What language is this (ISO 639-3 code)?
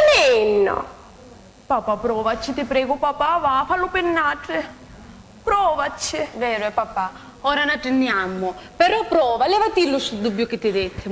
scn